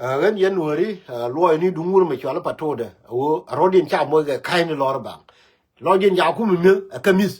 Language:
Nuer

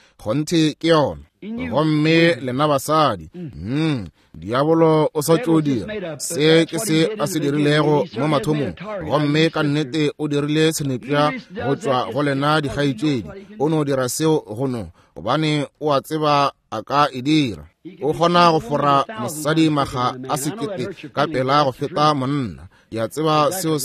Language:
Northern Sotho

